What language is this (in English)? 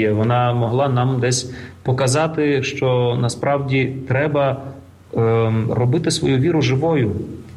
Ukrainian